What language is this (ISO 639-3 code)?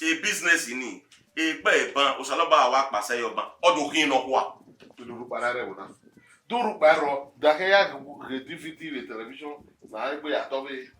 bin